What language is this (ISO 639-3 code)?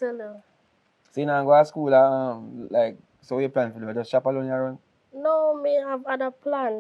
jam